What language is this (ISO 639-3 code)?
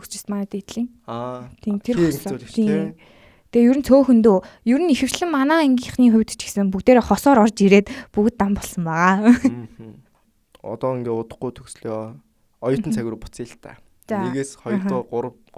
mon